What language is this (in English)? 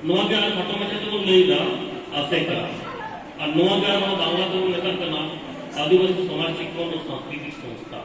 Santali